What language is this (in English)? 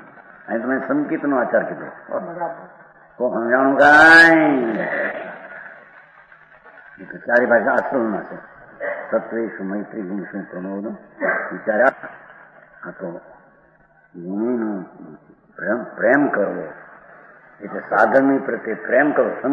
Gujarati